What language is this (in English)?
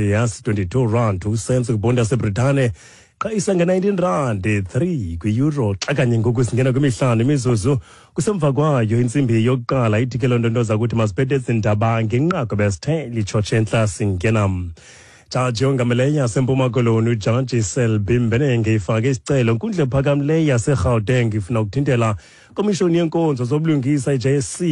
Xhosa